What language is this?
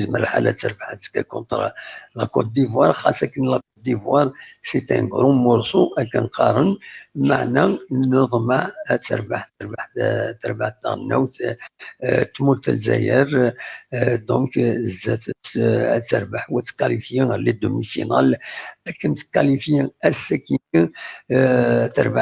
Kabyle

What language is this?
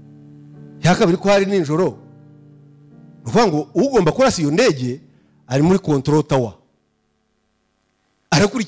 Kinyarwanda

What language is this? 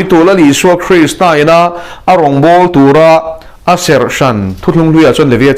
Mizo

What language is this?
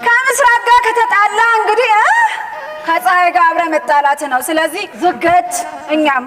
Amharic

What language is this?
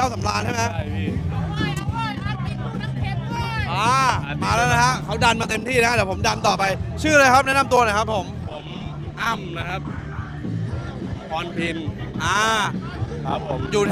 Thai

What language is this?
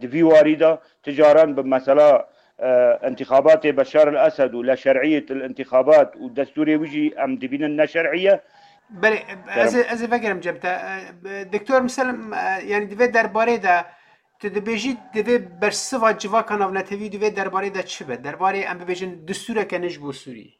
Kurdish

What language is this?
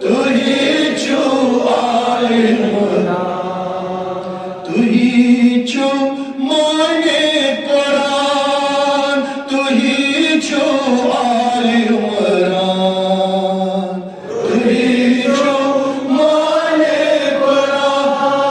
Kashmiri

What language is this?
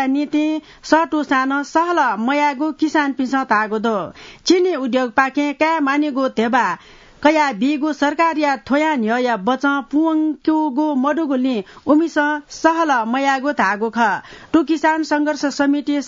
Newari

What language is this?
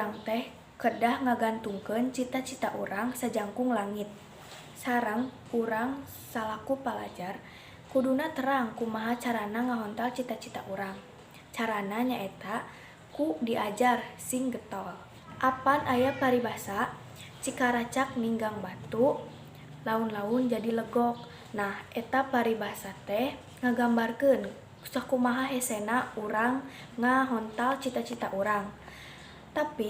Sundanese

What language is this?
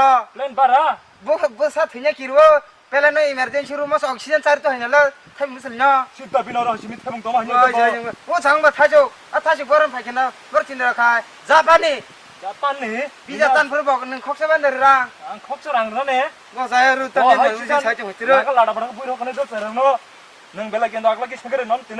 Kok Borok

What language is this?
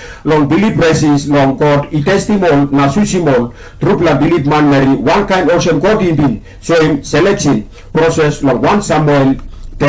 Tok Pisin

